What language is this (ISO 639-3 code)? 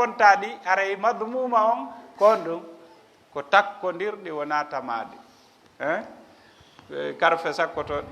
ful